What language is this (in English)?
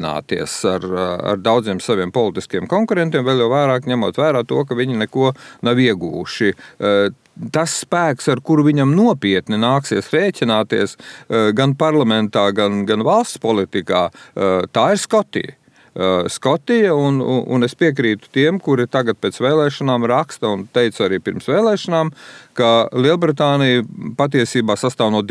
Latvian